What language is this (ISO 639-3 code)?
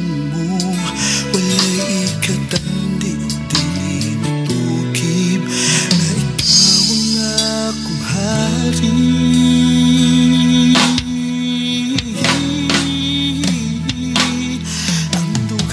ceb